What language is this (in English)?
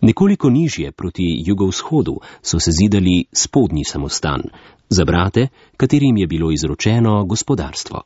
Slovenian